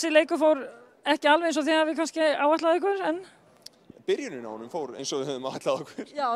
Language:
Icelandic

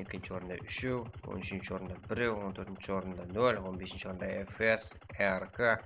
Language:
Kara-Kalpak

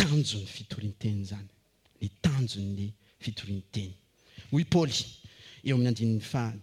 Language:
Malagasy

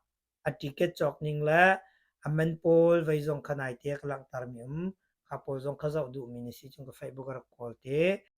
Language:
Hakha Chin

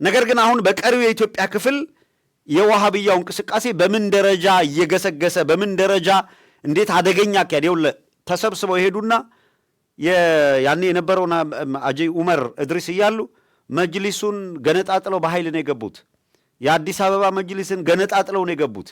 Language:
Amharic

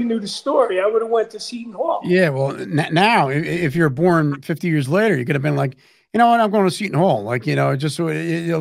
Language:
English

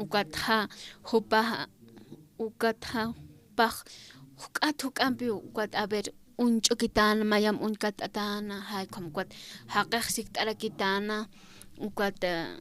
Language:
Aymara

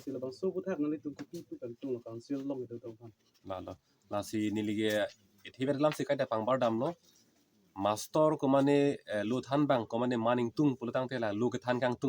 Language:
Karbi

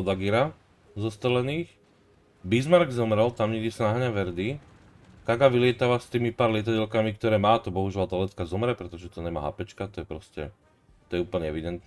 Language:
Slovak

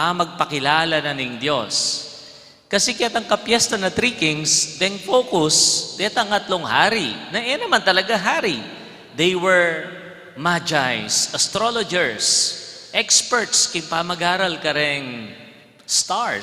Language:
Pampanga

